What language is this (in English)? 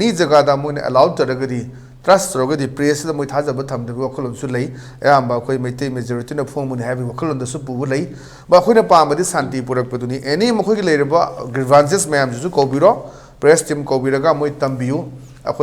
Manipuri